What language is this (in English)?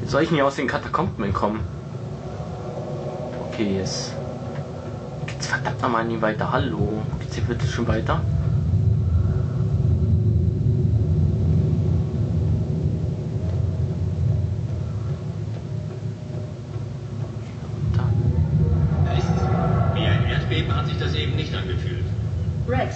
German